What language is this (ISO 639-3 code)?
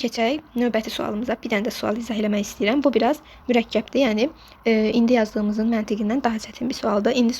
aze